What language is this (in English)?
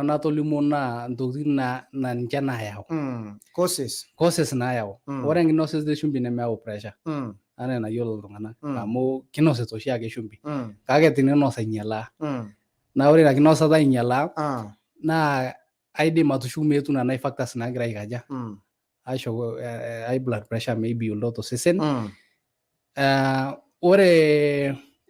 Masai